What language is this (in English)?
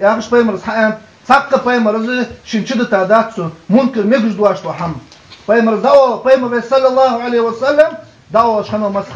Ingush